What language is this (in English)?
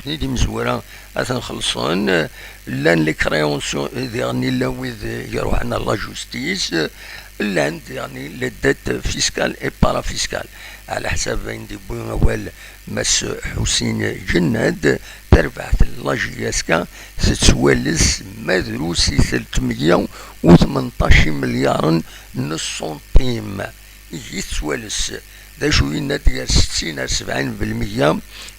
Kabyle